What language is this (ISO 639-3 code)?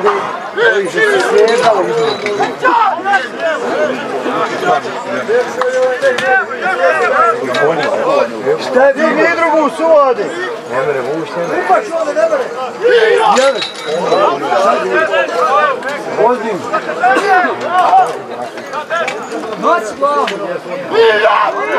hrv